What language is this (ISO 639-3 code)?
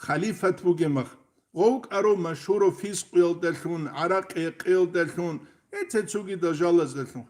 ava